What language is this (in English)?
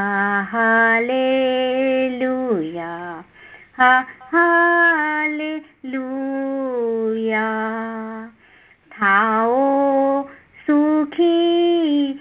Gujarati